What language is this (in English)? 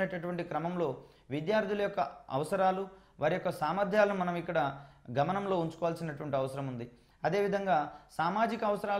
Telugu